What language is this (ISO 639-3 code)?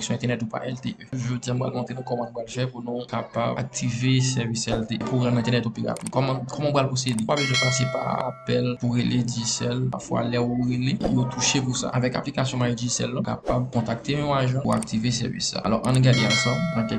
hat